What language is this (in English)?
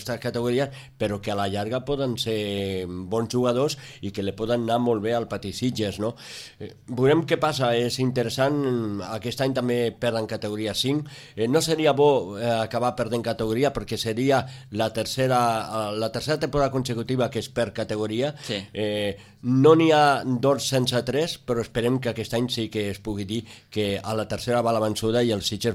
Catalan